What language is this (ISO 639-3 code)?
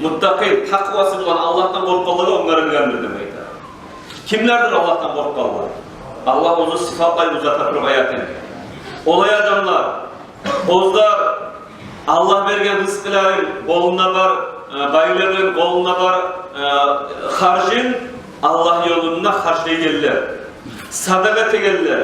kum